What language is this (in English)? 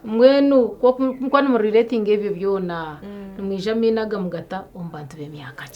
Nyankole